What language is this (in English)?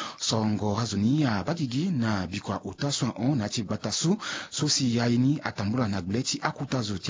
Sango